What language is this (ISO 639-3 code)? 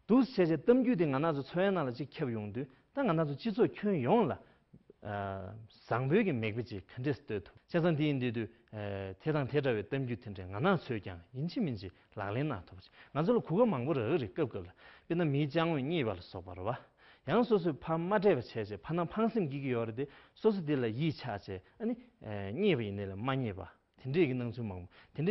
bod